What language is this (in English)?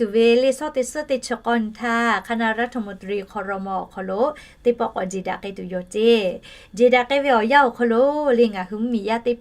Lahu